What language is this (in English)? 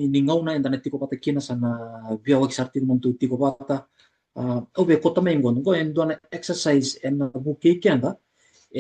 Fijian